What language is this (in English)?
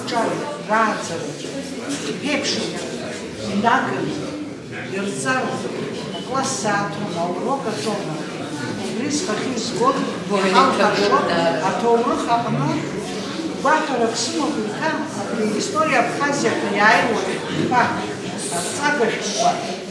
Abkhazian